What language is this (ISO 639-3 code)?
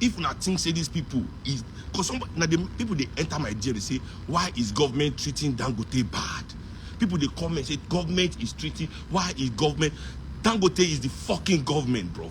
pcm